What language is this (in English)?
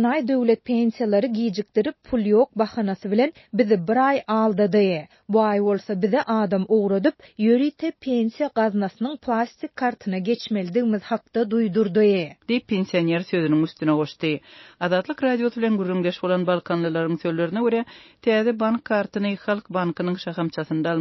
Turkmen